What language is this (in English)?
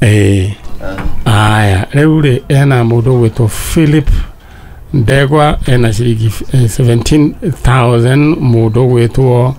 Kikuyu